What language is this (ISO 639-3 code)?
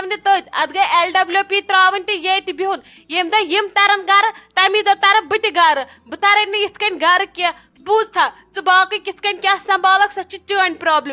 kas